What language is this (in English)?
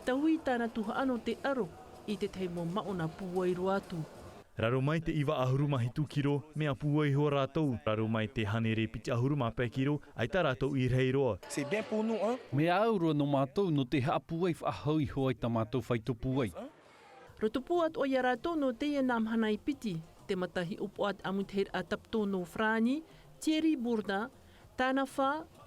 Tahitian